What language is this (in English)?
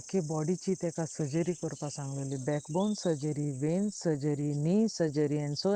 Konkani